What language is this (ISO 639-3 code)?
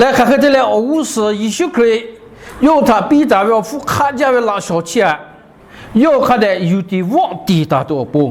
lhu